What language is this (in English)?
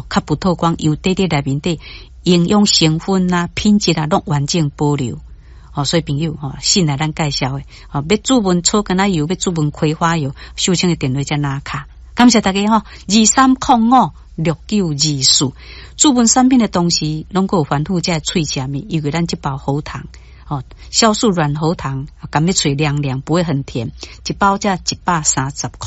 Min Nan Chinese